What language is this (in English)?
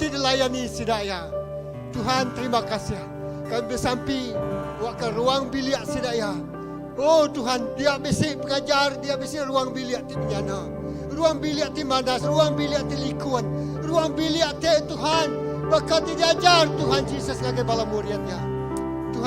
Iban